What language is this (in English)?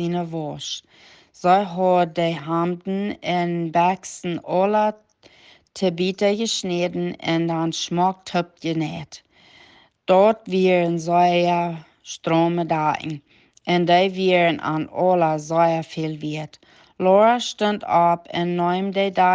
Plautdietsch